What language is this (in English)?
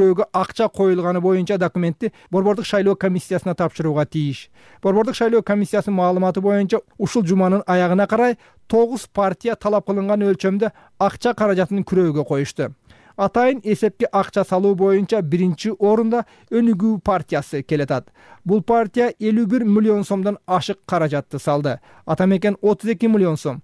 Kyrgyz